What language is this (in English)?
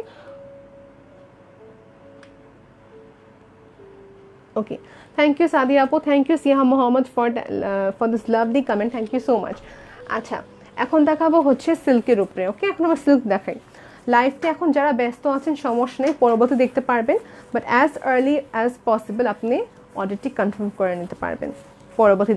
Bangla